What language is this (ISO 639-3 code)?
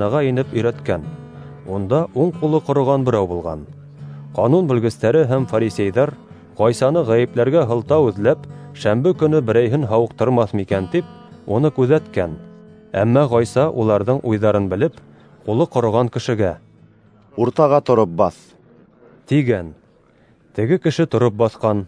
bak